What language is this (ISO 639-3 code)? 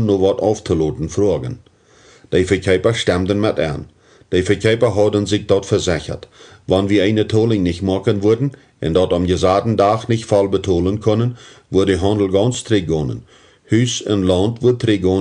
pdt